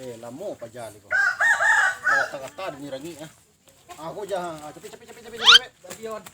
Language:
Minangkabau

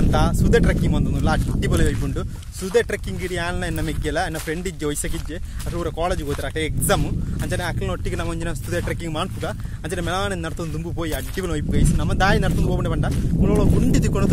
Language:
Tulu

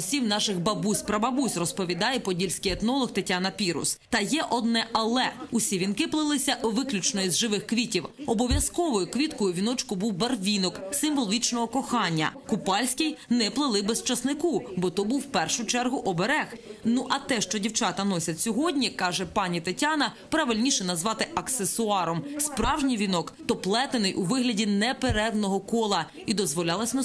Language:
Ukrainian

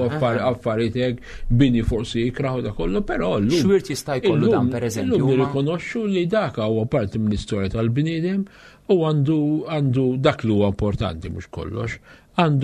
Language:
Maltese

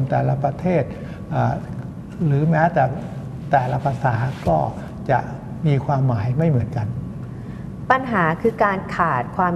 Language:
Thai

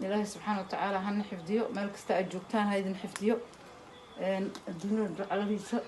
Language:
Somali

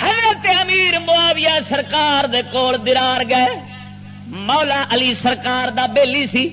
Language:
Western Panjabi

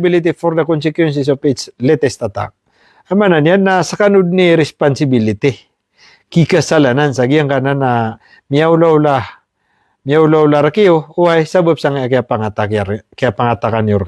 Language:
Maranao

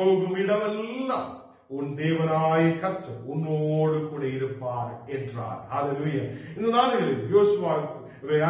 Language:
Tamil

